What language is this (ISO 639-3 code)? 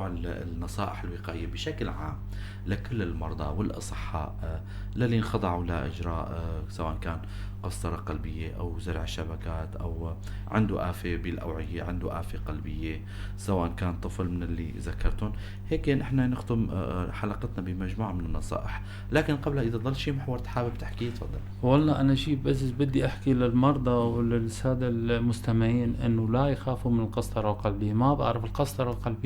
apc